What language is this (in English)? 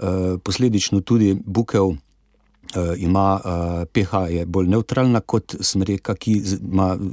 Slovenian